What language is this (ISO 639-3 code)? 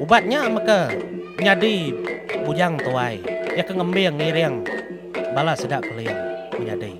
iba